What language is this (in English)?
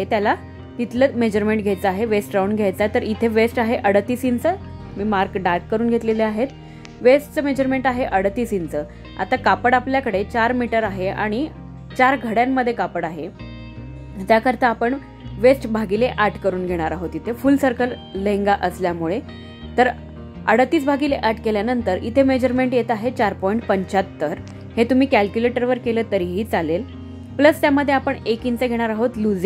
Marathi